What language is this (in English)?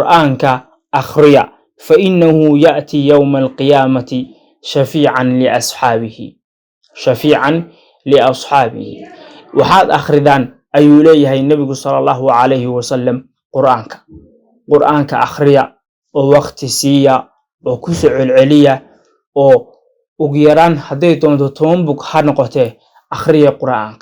Somali